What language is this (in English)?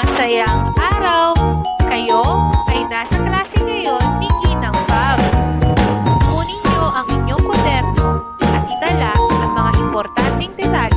Filipino